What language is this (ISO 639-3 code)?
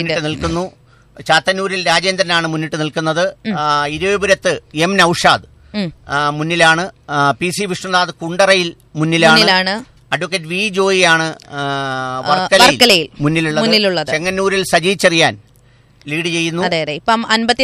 mal